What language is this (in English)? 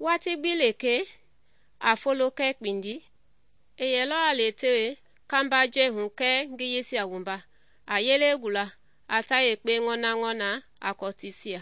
Mende